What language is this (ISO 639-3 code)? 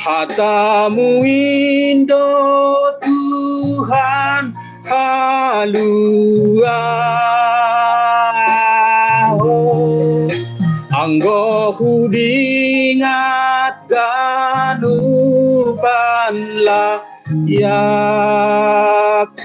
bts